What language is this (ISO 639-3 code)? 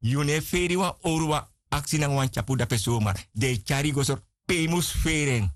srn